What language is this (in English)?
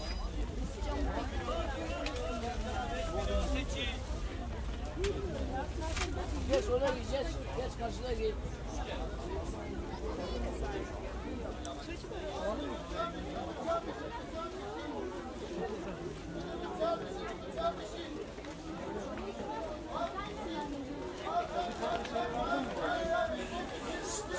Turkish